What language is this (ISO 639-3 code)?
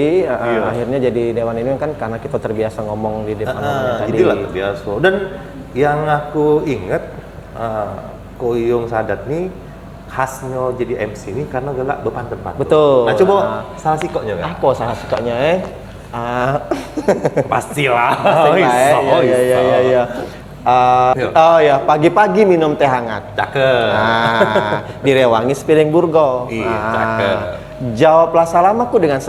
mui